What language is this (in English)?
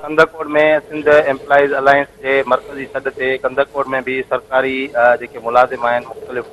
Sindhi